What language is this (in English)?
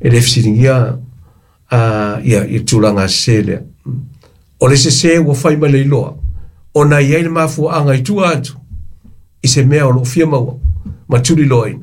Samoan